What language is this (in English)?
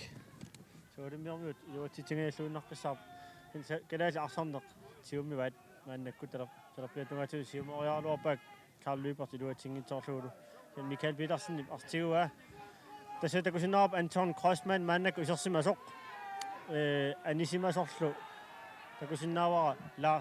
Kalaallisut